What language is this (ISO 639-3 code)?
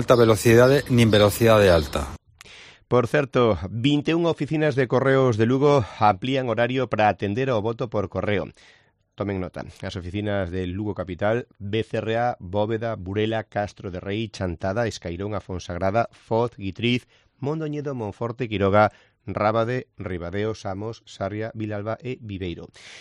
glg